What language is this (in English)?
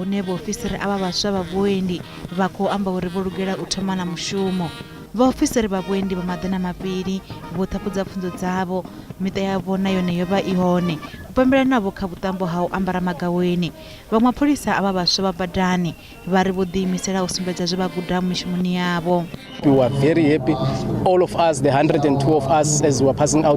Venda